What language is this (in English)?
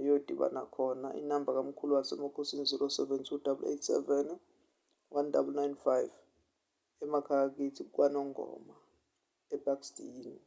Zulu